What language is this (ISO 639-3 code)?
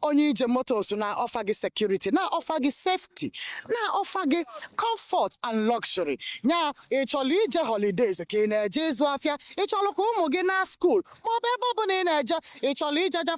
ibo